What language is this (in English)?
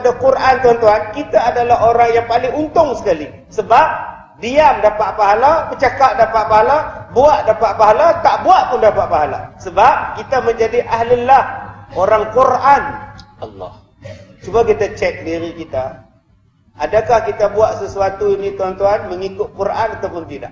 Malay